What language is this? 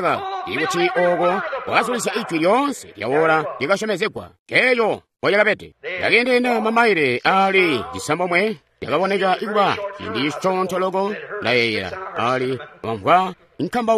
Tonga (Zambia)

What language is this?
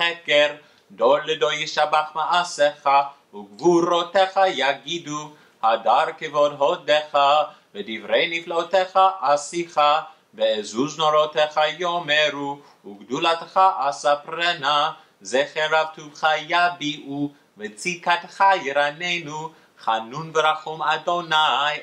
Hebrew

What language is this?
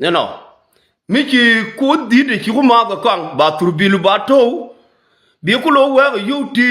Nuer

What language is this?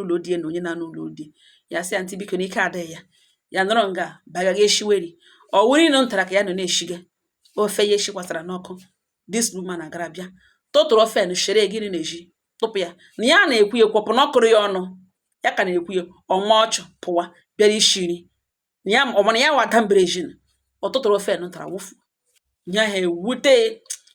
Igbo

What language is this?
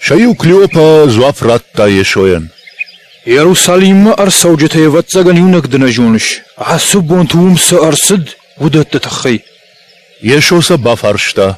Ossetic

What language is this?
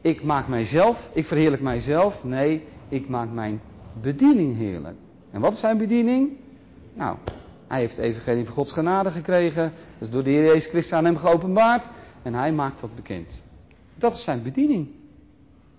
Dutch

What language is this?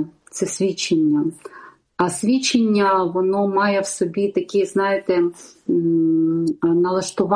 Ukrainian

